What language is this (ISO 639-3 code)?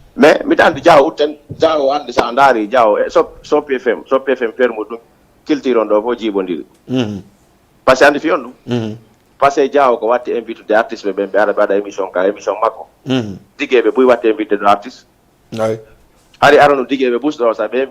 ful